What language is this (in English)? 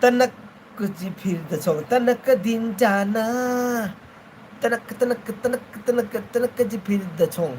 Manipuri